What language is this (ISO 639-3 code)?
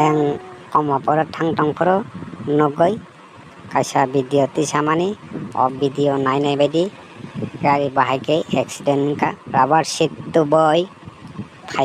trp